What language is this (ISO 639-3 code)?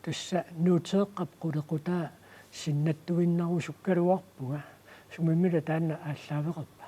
kal